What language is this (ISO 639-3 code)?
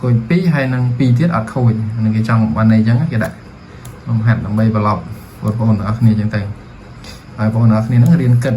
khm